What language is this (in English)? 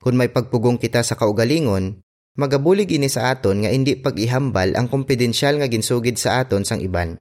Hiligaynon